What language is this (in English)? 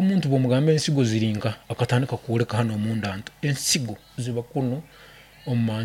Nyankole